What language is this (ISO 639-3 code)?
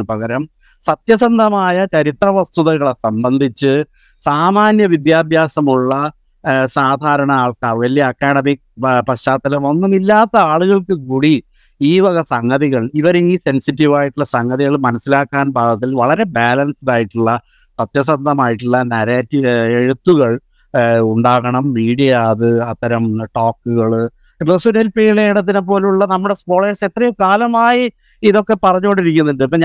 mal